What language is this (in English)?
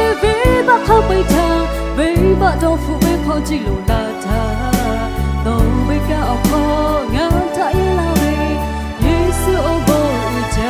Lahu